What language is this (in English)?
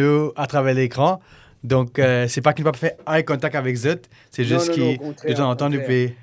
Morisyen